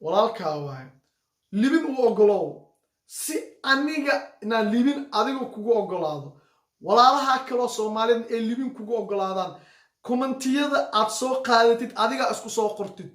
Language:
Somali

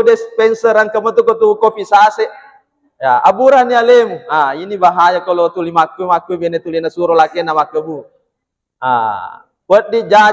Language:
Buginese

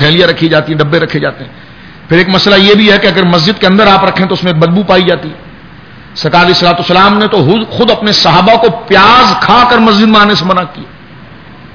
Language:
Urdu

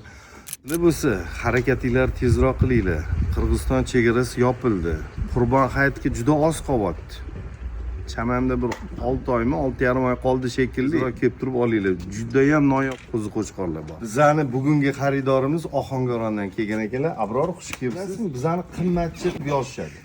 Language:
Uzbek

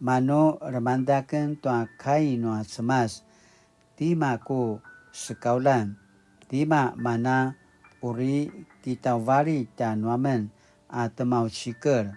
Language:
Paiwan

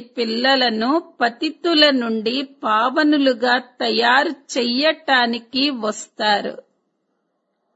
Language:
Telugu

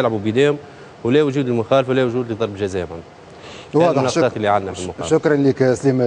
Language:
Tunisian Arabic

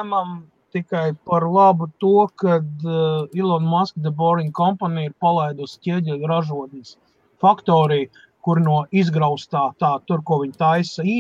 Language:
Latvian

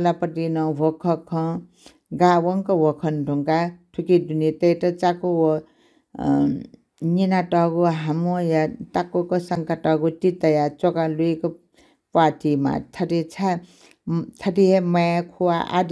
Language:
Newari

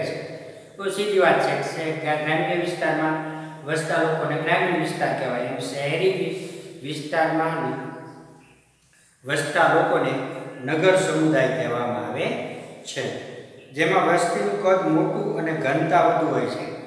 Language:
Gujarati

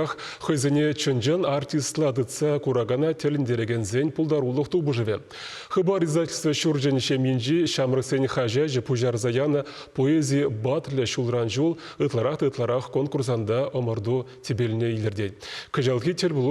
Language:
Chuvash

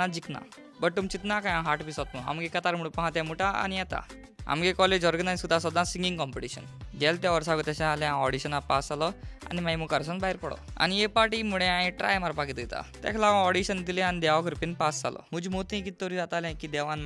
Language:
Konkani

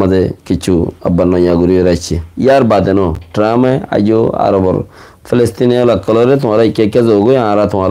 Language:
Rohingya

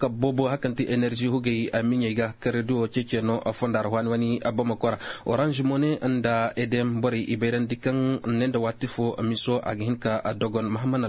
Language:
Zarma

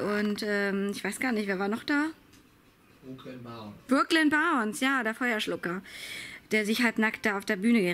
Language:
German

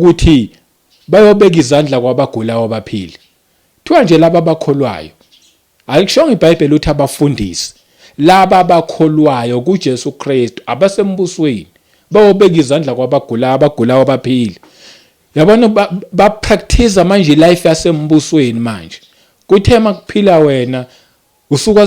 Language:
Zulu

